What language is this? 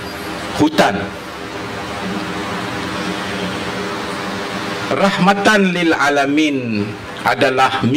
Malay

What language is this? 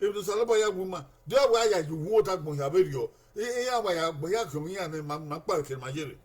Bini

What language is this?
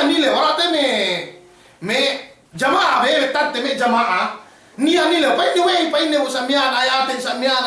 Yakan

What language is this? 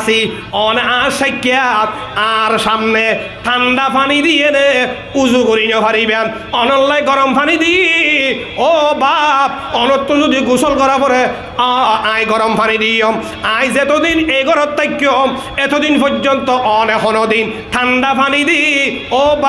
Rohingya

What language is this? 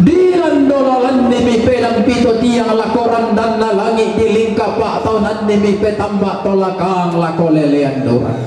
Toraja-Sa'dan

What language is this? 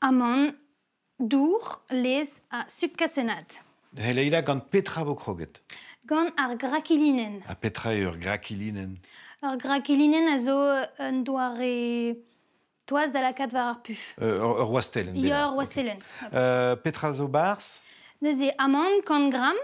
Breton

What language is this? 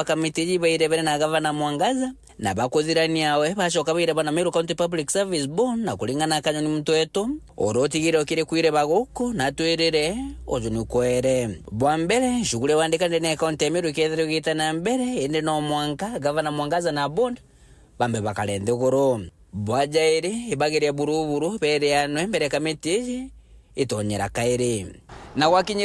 Meru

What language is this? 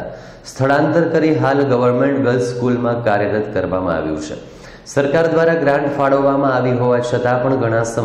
Gujarati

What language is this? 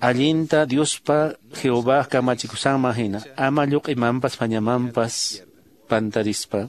Quechua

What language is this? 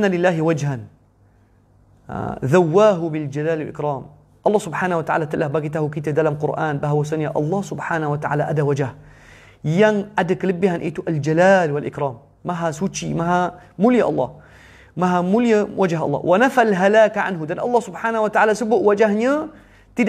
Malay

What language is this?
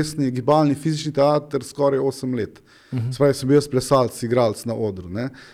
Slovenian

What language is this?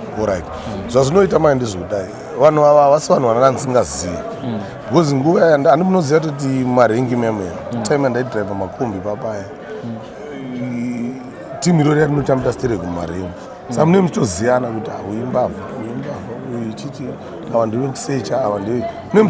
Shona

